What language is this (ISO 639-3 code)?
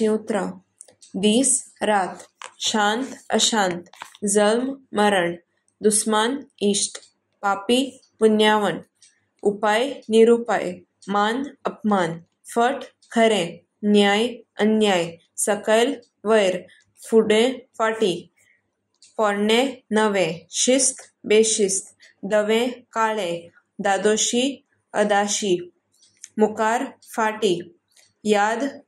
kok